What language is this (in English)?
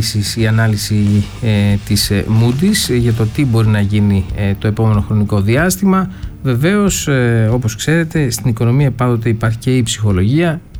Greek